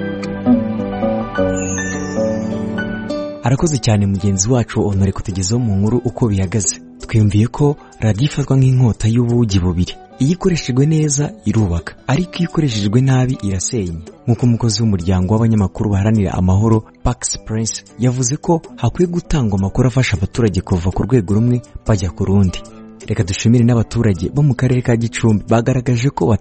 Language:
Kinyarwanda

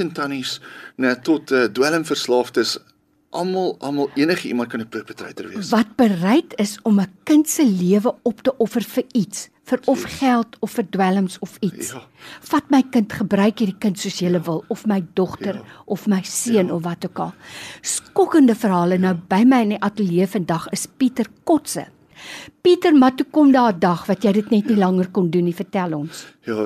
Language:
Afrikaans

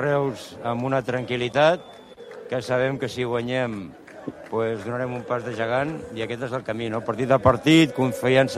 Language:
Catalan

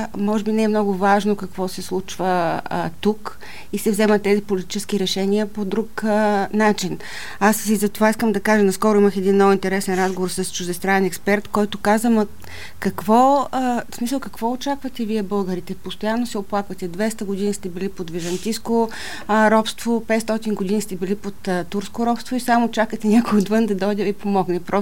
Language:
Bulgarian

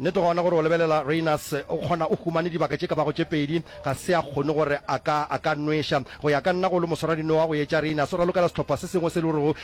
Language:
Northern Sotho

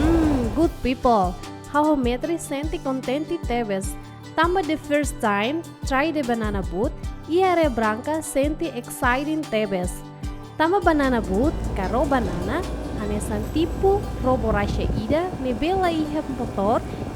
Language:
Tetum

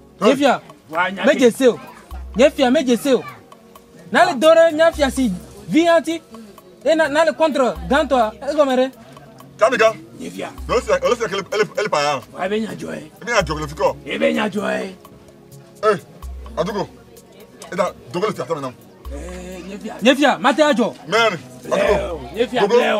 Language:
Ewe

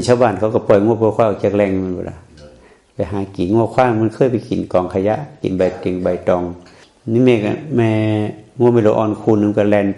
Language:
Northeastern Thai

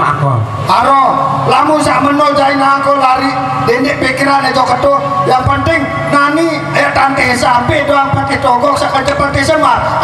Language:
Sasak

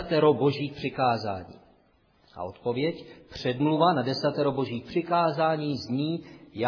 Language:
Czech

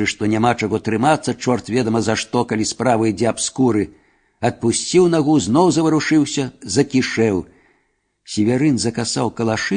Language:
Belarusian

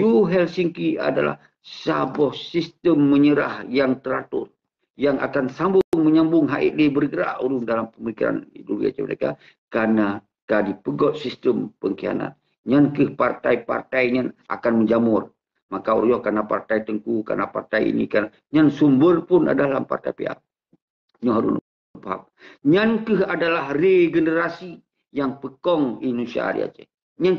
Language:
Achinese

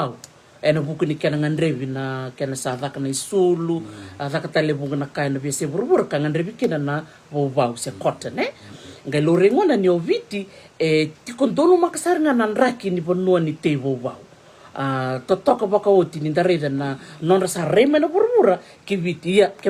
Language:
Fijian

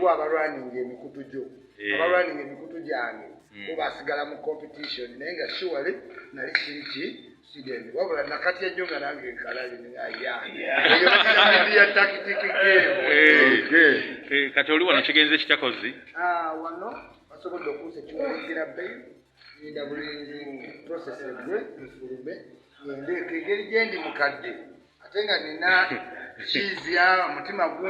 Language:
Ganda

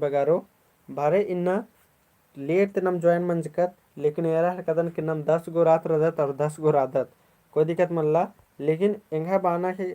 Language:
Kurukh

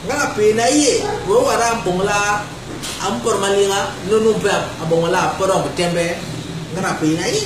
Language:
Basaa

